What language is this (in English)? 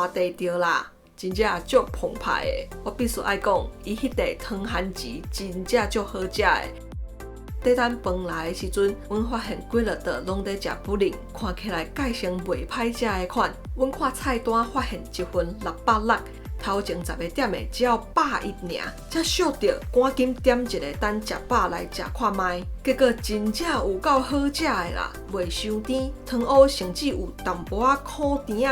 Min Nan Chinese